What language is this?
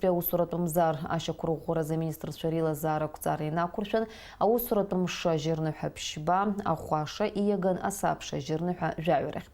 Abkhazian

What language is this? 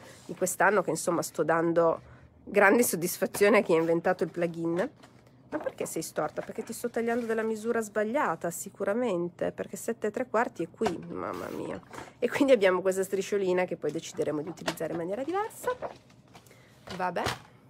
Italian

